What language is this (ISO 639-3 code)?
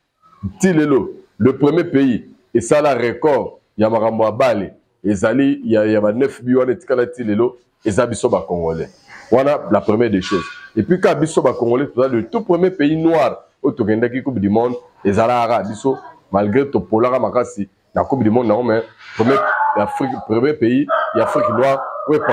lin